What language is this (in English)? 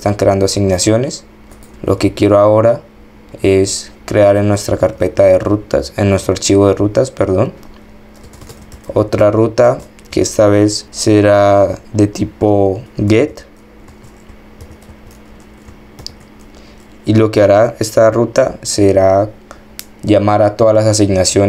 Spanish